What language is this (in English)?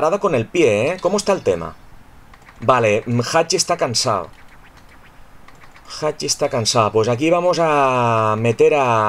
Spanish